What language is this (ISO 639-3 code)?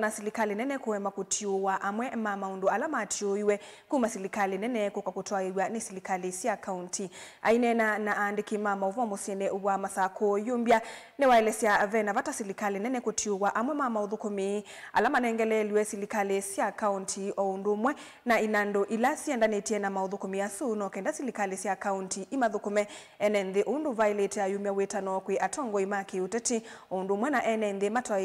kam